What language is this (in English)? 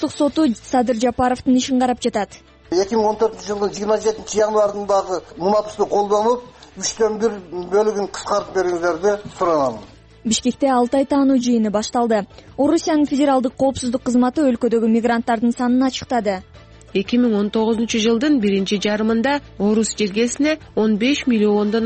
Kyrgyz